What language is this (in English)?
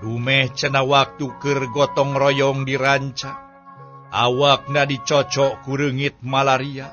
Sundanese